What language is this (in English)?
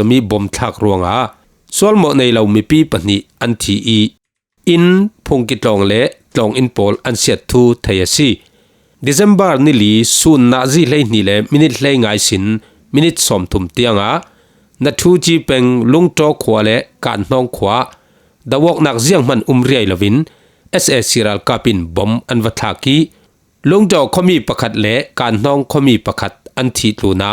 Falam Chin